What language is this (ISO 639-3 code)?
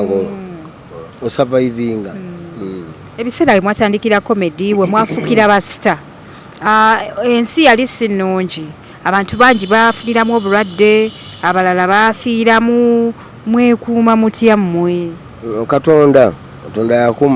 lug